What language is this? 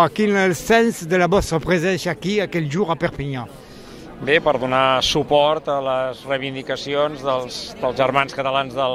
Occitan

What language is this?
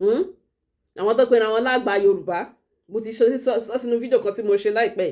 Yoruba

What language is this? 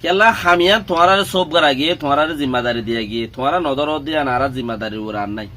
Rohingya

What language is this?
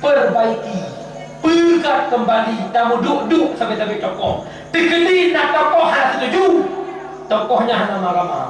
Achinese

